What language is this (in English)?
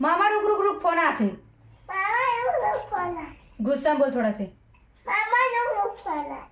Chhattisgarhi